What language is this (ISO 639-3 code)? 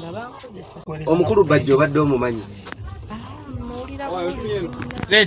lug